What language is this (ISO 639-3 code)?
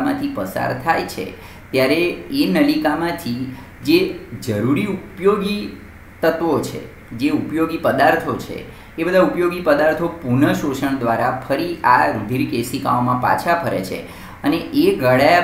guj